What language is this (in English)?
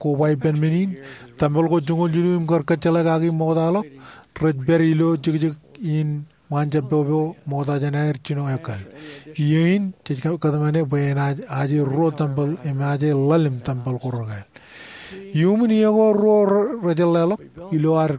Marshallese